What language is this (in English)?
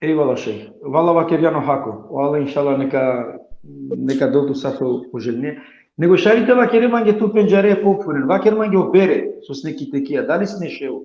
Balkan Romani